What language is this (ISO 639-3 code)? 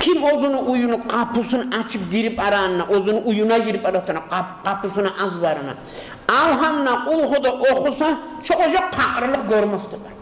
kum